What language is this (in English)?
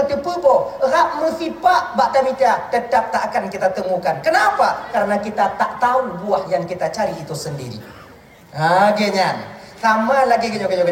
Achinese